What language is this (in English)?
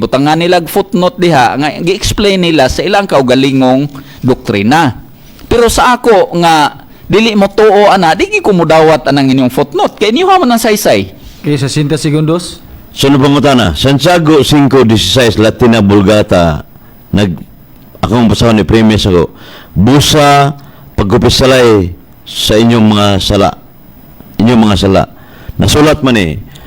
Cebuano